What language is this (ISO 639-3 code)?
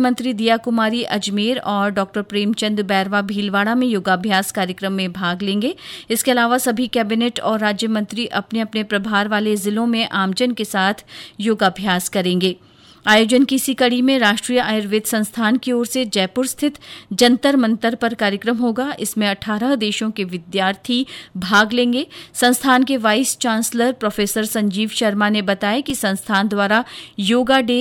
hin